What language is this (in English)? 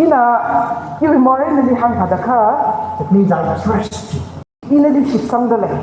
Tangkhul Naga (India)